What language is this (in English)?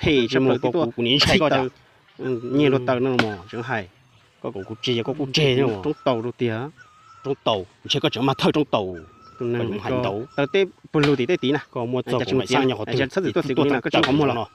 Hmong